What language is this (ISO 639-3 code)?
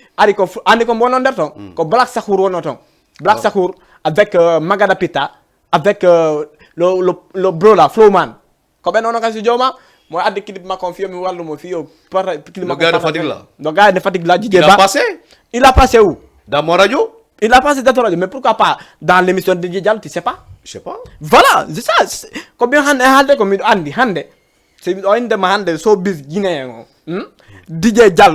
ful